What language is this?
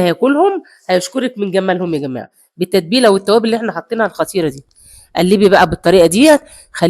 Egyptian Arabic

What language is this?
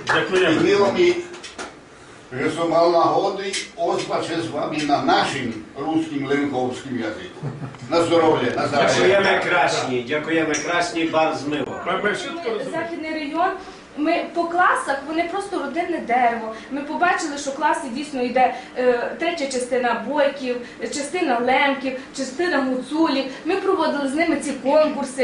Rusyn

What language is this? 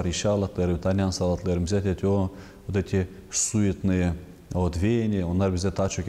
Gagauz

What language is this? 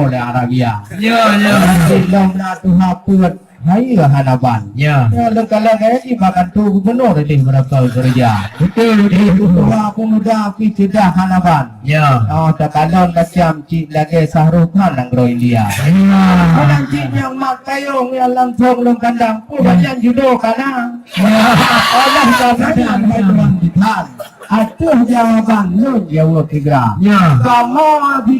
Achinese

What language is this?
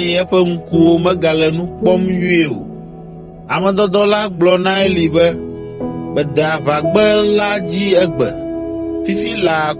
Ewe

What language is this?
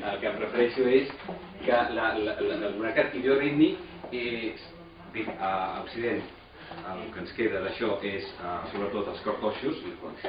Catalan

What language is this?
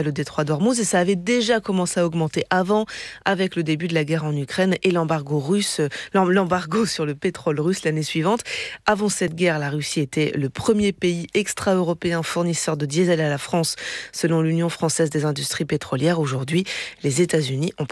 French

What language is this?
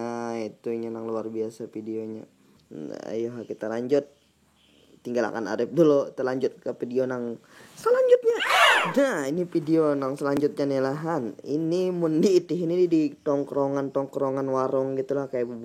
Banjar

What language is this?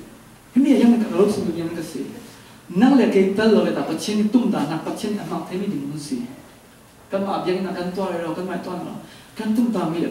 Falam Chin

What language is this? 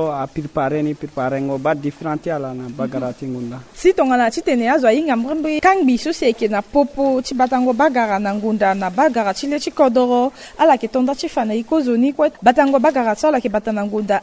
Sango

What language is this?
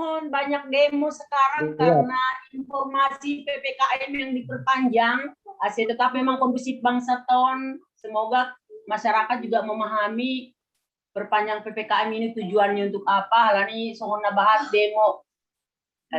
Batak Simalungun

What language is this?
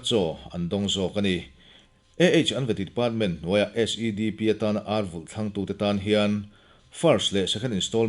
Mizo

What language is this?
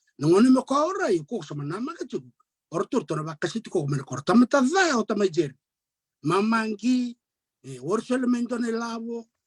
Fijian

